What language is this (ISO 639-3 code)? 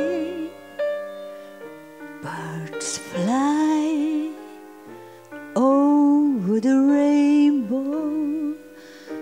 hrv